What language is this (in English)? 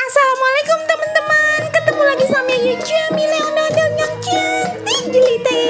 Betawi